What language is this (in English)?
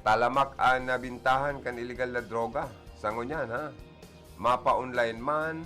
Bikol